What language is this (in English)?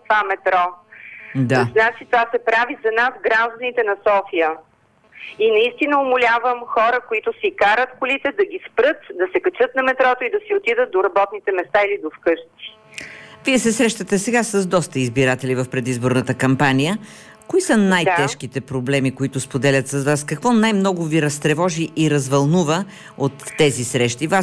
Bulgarian